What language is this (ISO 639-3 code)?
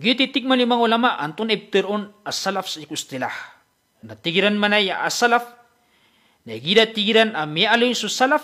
mrw